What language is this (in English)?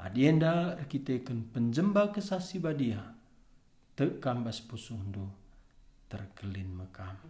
Batak Karo